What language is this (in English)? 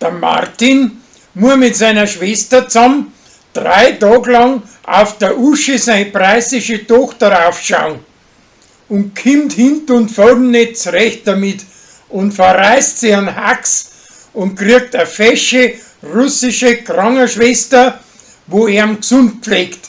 Bavarian